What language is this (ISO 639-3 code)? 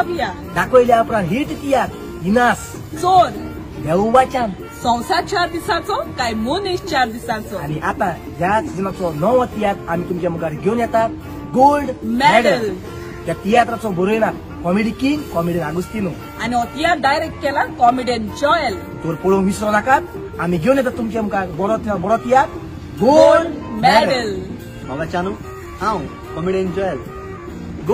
kok